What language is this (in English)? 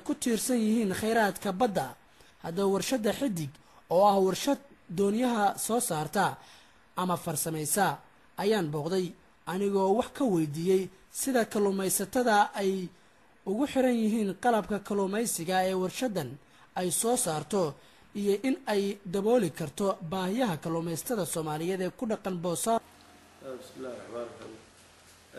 Somali